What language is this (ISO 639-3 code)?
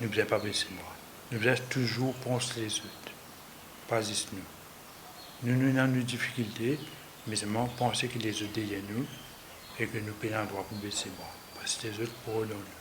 mfe